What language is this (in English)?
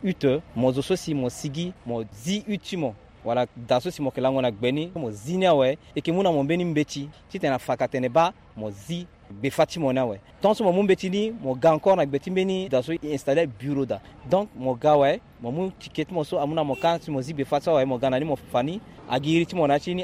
Sango